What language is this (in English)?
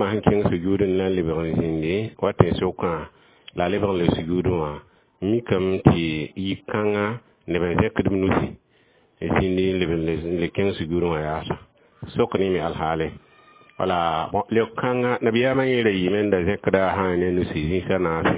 Mossi